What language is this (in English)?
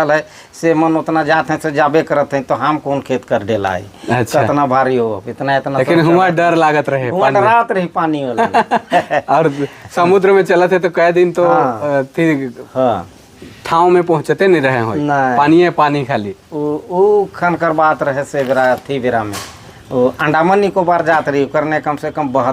Sadri